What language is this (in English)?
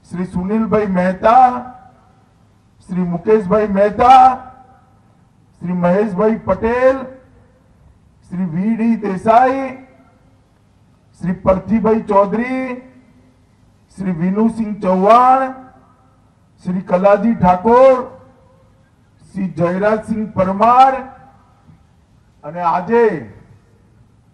Gujarati